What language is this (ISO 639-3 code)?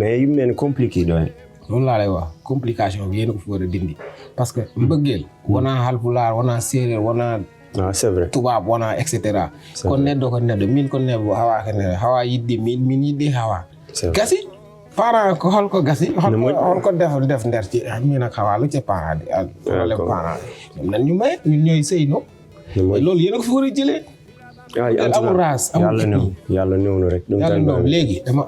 ful